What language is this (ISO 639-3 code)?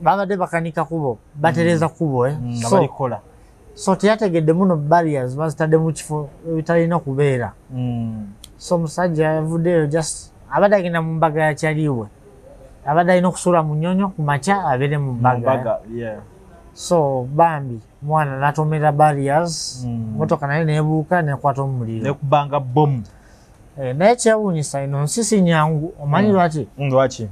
lug